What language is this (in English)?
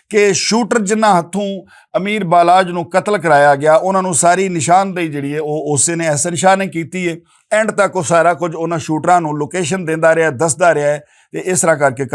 Western Panjabi